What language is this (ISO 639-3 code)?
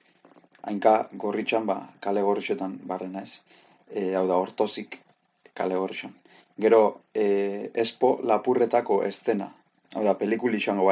eus